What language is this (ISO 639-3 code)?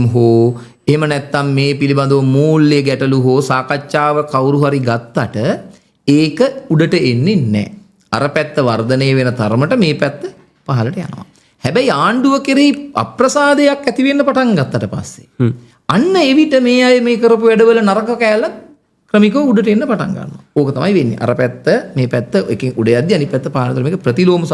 sin